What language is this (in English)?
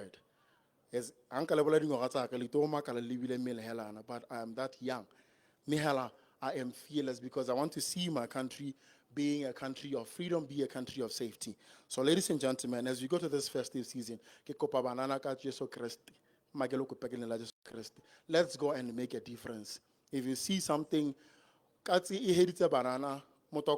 Tswana